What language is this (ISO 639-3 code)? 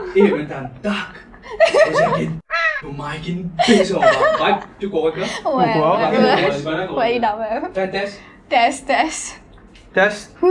mfe